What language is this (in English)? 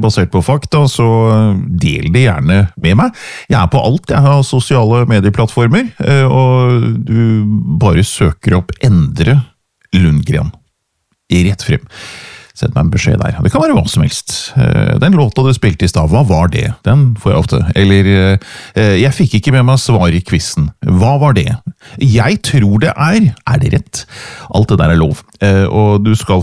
Norwegian